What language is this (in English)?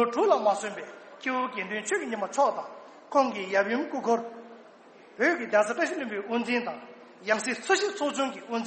Tibetan